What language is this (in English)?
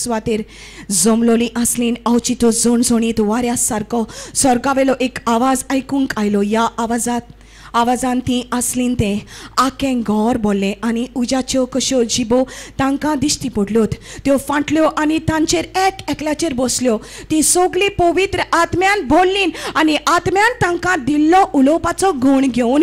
Konkani